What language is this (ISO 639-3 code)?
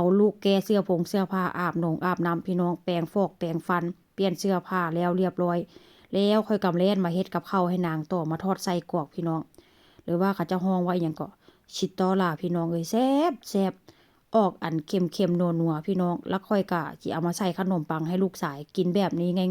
tts